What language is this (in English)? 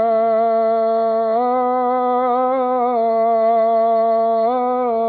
Bangla